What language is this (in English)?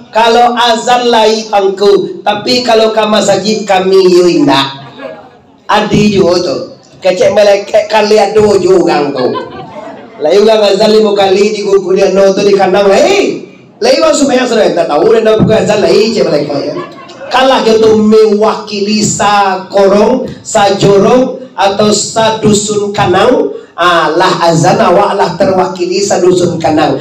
Minangkabau